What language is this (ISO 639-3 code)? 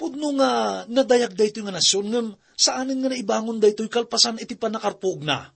ilo